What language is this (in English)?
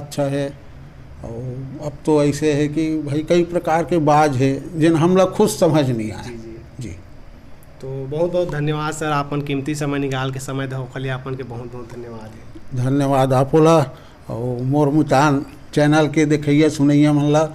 Chhattisgarhi